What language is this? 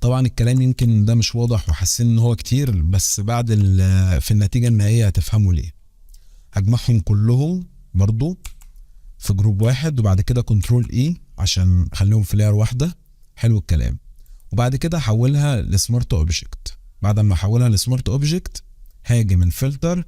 Egyptian Arabic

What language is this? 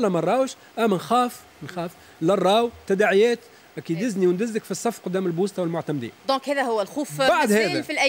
Tunisian Arabic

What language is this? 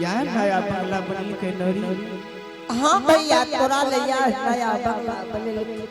Angika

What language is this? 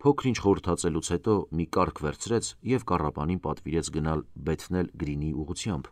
Armenian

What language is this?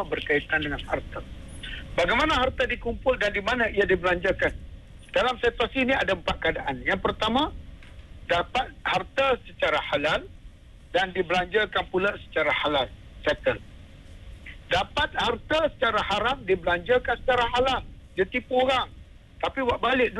Malay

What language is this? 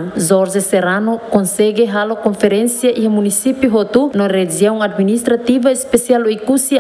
Tetum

